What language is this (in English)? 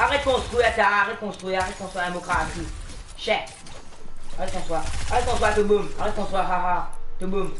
Morisyen